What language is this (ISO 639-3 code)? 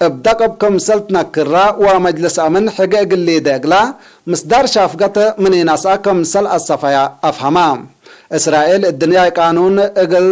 tig